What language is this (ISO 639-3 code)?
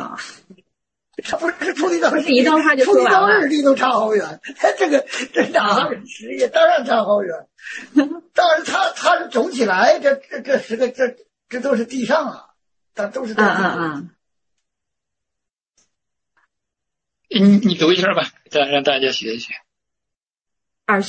zho